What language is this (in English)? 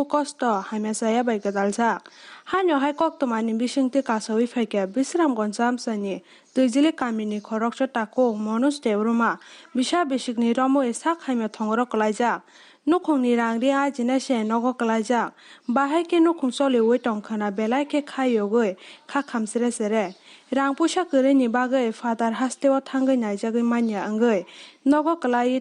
Kok Borok